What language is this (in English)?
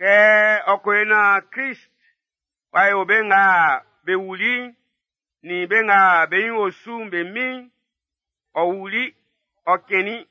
Baoulé